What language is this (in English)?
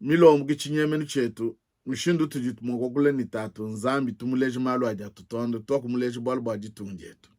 Luba-Lulua